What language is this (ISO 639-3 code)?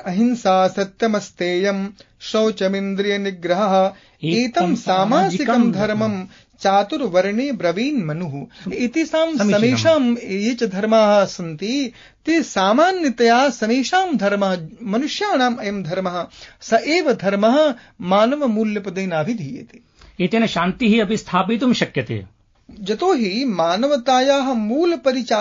san